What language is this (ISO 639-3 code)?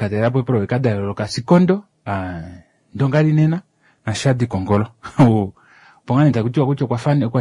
kua